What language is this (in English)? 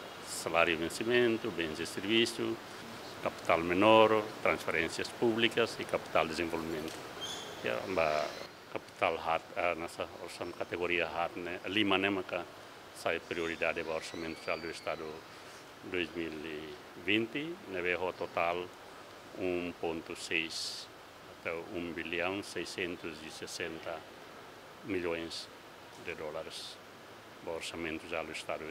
Tetum